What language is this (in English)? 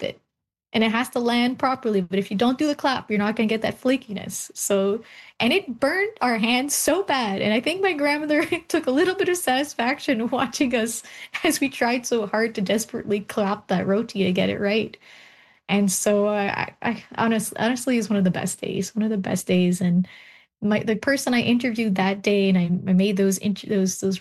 English